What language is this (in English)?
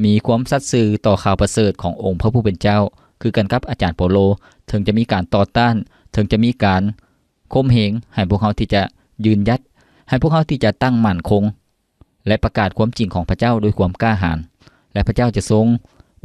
Lao